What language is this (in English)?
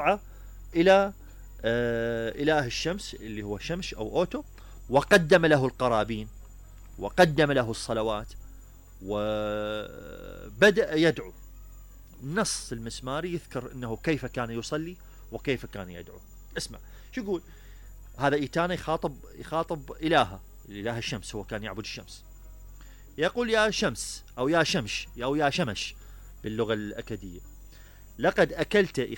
Mesopotamian Arabic